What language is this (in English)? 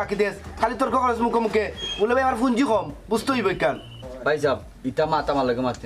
Sylheti